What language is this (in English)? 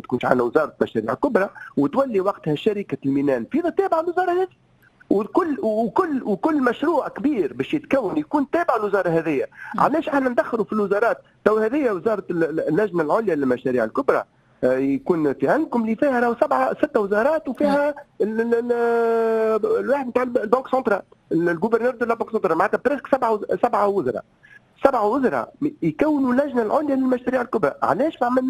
Tunisian Arabic